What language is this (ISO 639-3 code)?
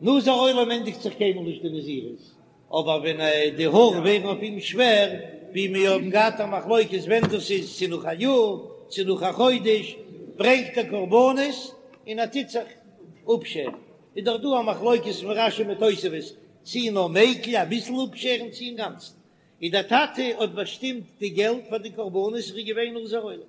yid